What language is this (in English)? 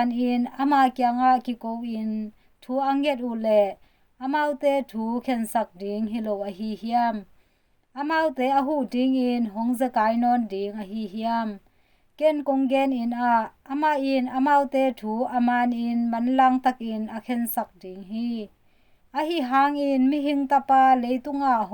Tedim Chin